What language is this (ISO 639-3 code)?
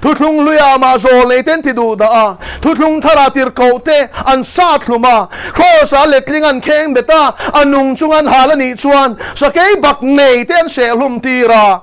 lus